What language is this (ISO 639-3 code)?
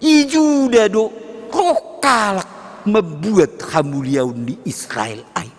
bts